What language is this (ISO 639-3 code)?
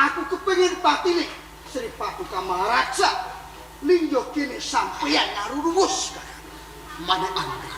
jav